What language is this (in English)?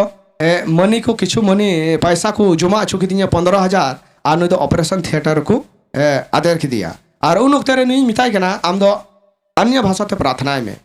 Santali